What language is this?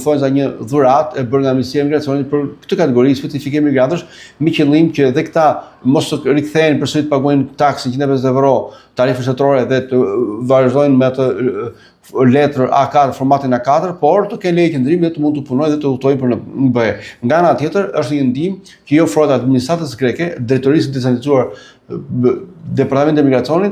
Albanian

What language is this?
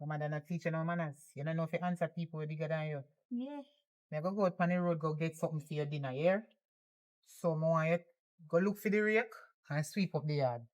Jamaican Creole English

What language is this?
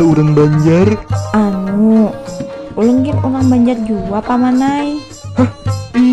Banjar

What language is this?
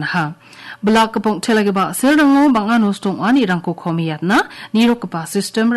Garo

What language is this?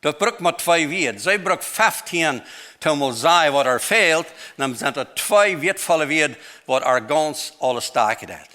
Plautdietsch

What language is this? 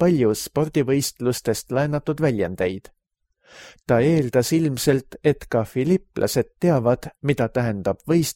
Estonian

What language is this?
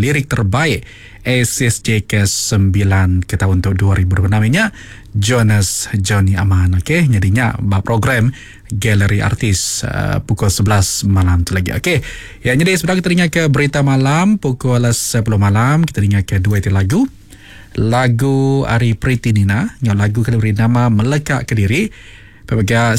Iban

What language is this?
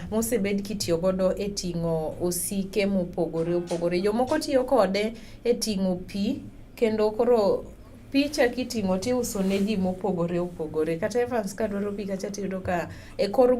Luo (Kenya and Tanzania)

